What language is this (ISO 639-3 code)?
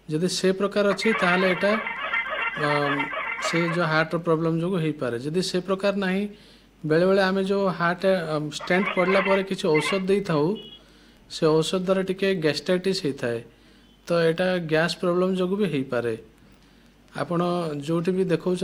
ori